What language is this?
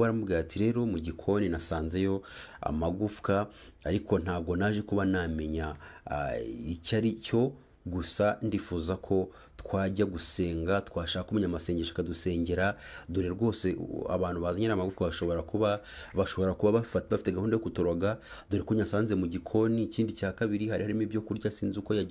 Kinyarwanda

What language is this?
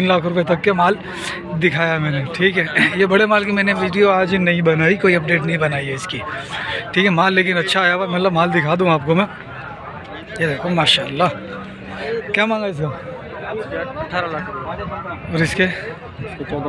Hindi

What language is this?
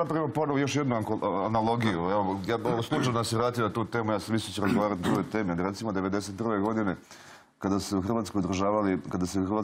Serbian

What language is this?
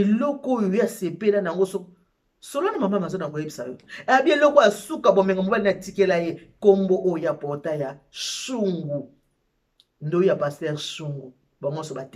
Lingala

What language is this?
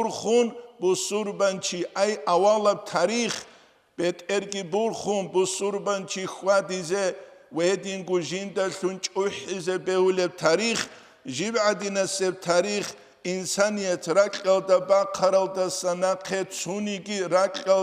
Avaric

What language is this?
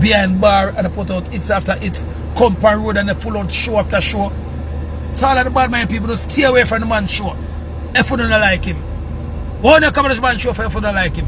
Jamaican Creole English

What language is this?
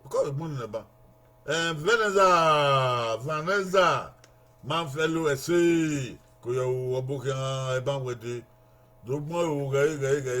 Bini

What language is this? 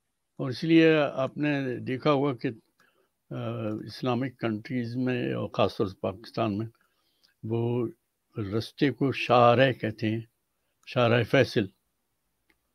Urdu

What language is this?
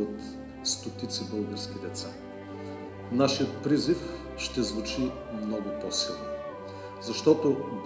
Bulgarian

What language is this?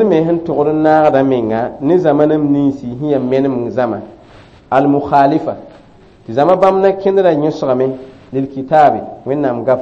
Mossi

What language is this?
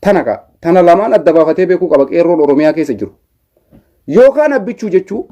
Oromo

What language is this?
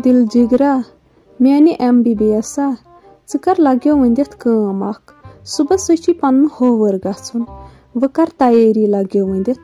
Kashmiri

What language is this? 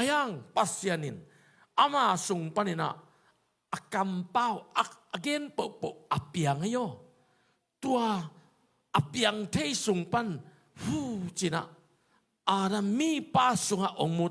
Tedim Chin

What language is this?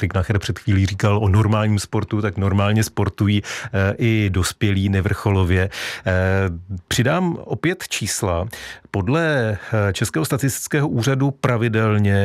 Czech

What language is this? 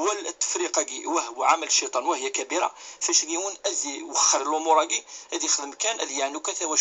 Kabyle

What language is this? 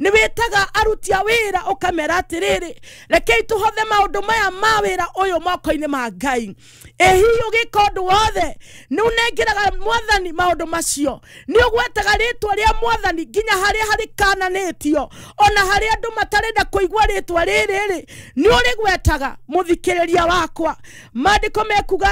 Kikuyu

